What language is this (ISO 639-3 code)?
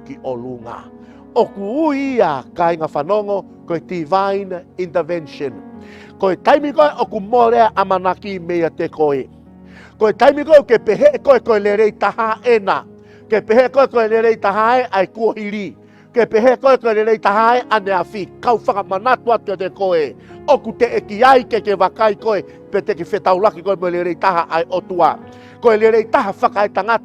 ton